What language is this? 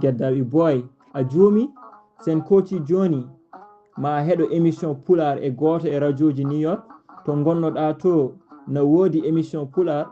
Fula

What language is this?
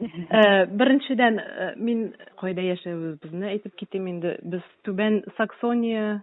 Tatar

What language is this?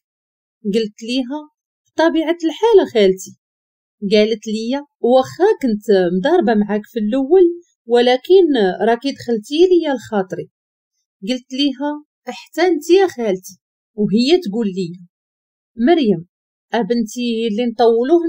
Moroccan Arabic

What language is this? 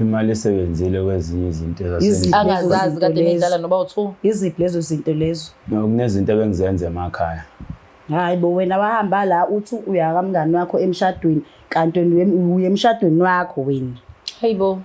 Zulu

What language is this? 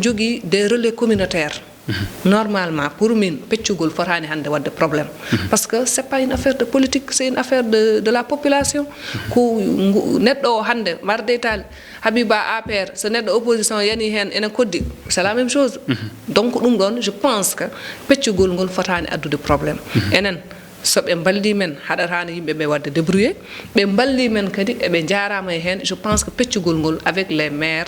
Fula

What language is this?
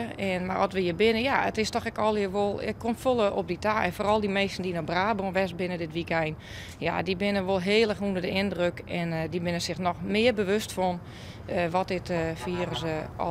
Western Frisian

